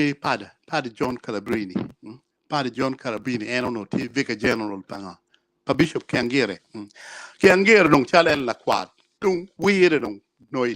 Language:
Acoli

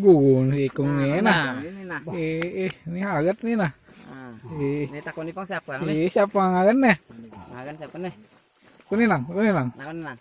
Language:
Banjar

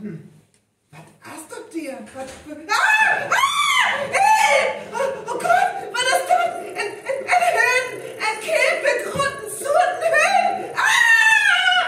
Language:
Northern Frisian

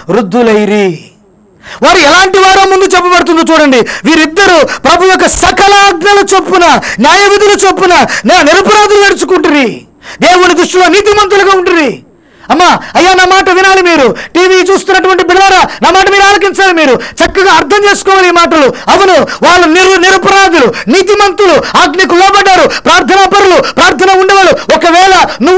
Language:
Telugu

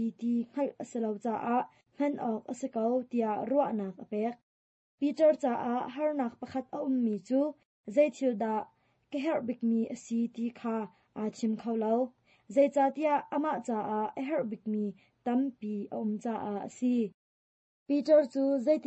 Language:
Hakha Chin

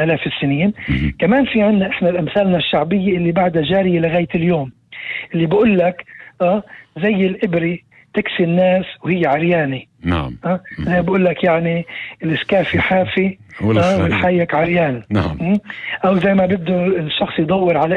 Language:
North Levantine Arabic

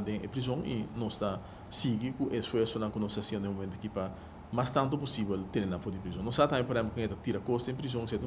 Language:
Papiamento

